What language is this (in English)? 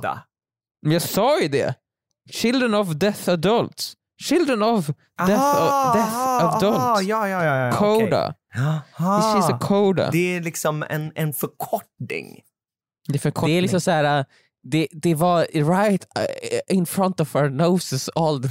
Swedish